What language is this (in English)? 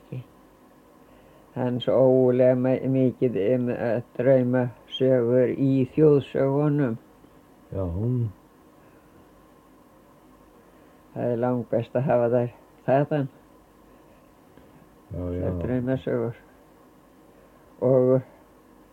Icelandic